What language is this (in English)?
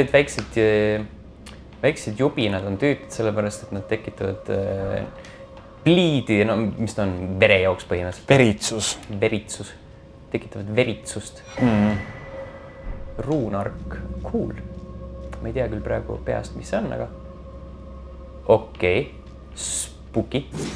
Estonian